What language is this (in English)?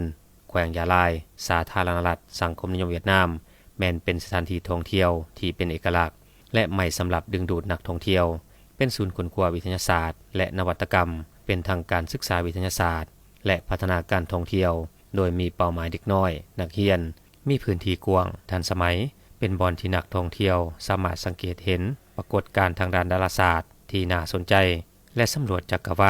Lao